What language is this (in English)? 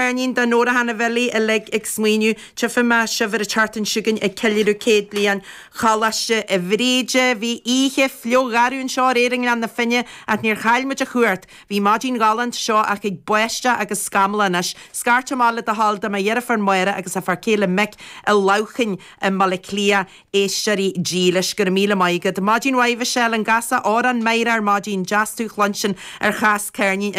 Irish